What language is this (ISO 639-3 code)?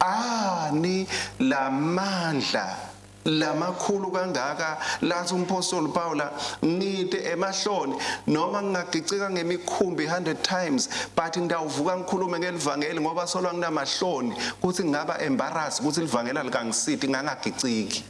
ssw